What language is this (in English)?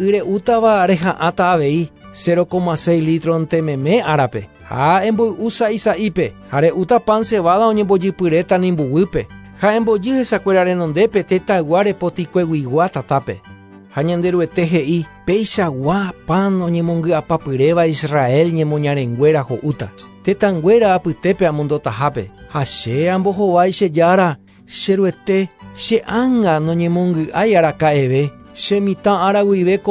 Guarani